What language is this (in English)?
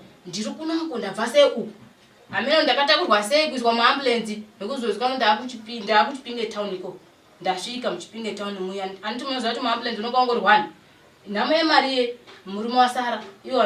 Shona